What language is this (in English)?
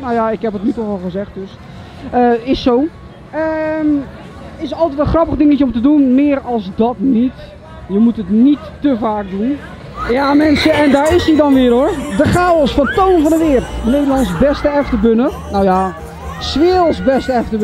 Dutch